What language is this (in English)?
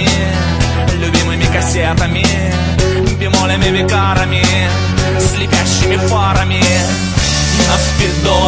Russian